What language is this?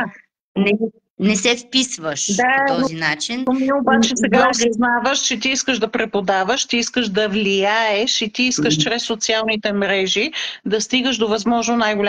Bulgarian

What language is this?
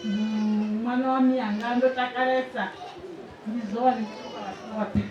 Venda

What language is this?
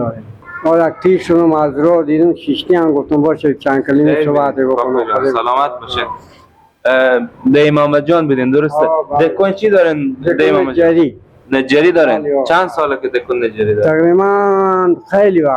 Persian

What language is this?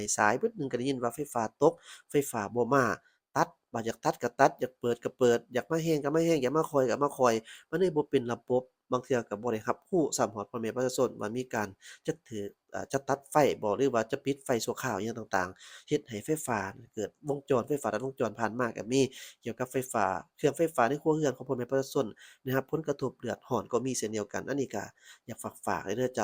Lao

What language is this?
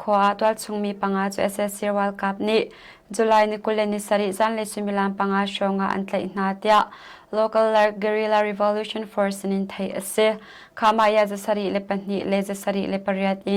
Hakha Chin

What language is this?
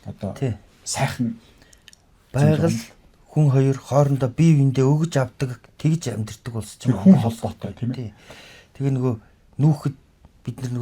Mongolian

